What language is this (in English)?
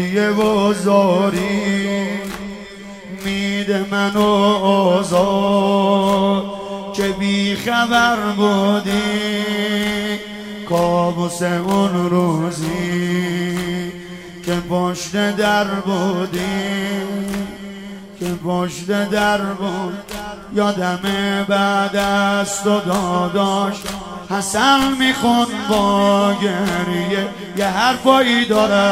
Persian